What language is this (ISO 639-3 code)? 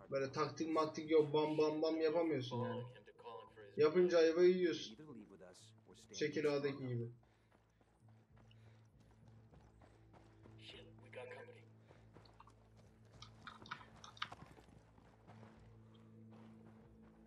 tur